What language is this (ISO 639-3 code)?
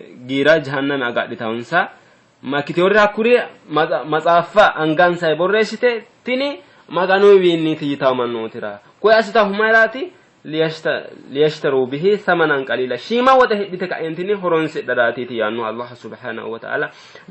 sid